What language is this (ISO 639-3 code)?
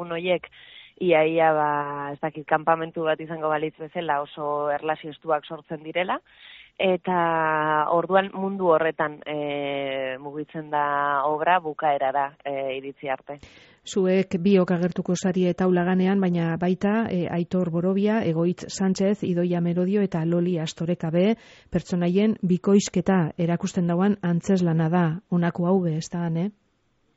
eus